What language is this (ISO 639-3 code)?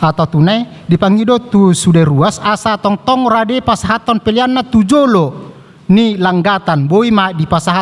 bbc